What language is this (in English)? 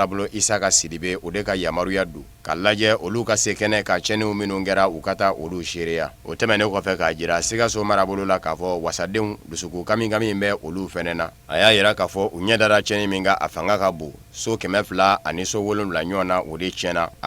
Bambara